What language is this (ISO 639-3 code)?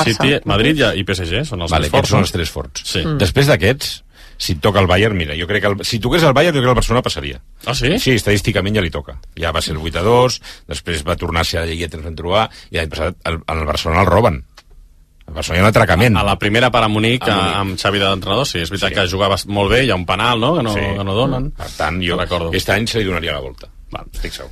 cat